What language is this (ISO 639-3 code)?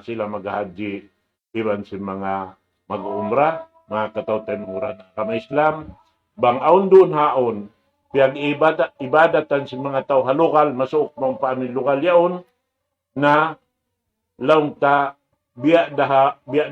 tsg